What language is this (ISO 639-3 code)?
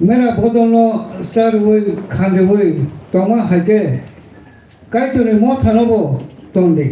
trp